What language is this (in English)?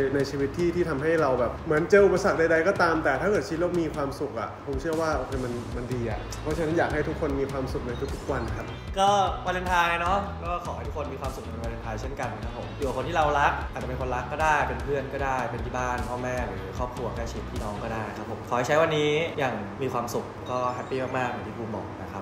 Thai